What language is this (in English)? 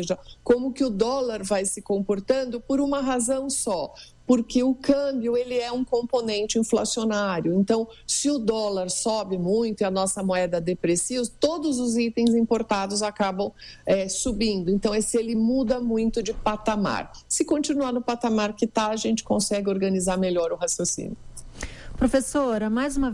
Portuguese